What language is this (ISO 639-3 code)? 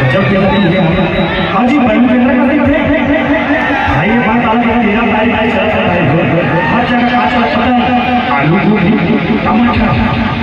hne